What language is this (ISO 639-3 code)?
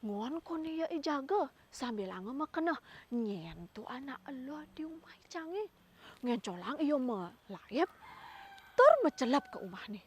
ban